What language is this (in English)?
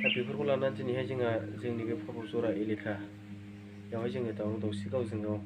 Bodo